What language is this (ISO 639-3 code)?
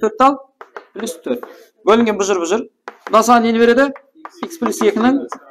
kaa